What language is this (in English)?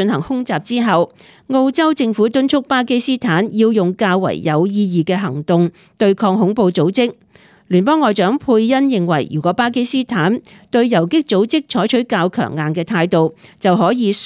Cantonese